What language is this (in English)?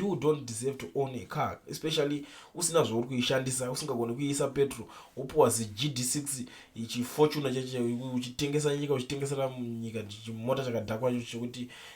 Shona